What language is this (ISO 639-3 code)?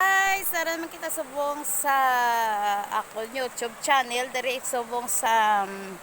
hil